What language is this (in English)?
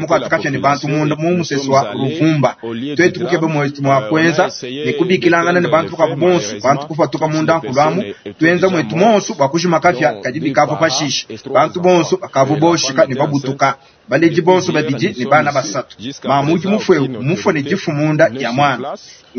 Luba-Lulua